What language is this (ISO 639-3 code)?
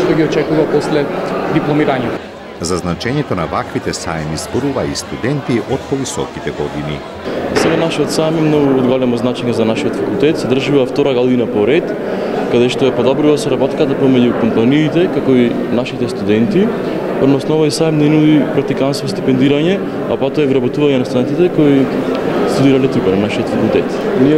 mkd